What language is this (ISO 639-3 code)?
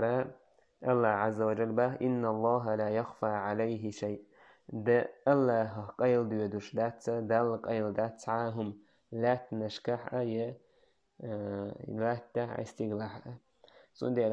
che